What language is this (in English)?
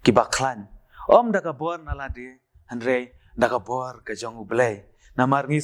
Khasi